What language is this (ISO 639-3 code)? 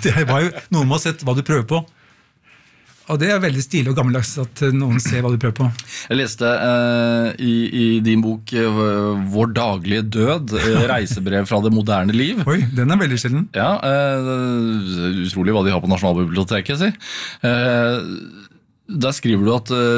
nor